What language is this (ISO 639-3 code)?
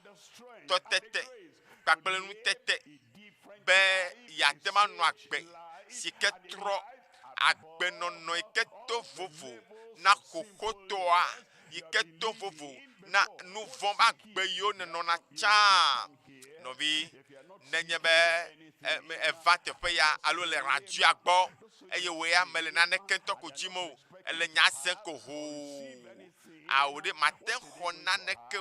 ewe